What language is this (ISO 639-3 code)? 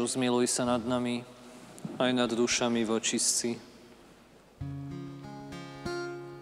slk